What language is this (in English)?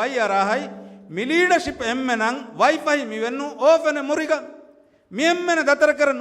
Divehi